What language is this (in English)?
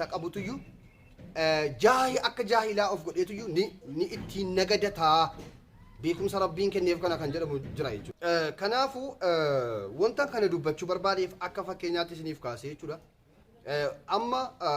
Oromo